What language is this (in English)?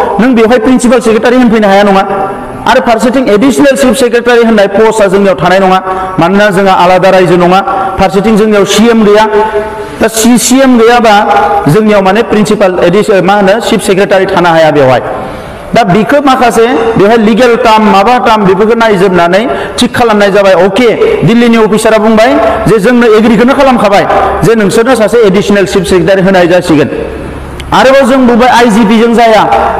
Bodo